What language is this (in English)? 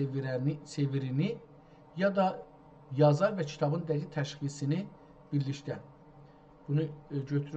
South Azerbaijani